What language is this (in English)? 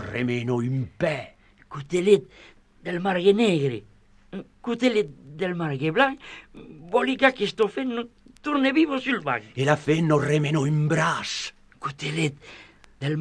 Occitan